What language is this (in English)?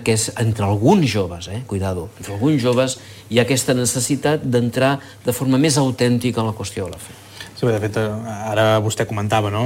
Catalan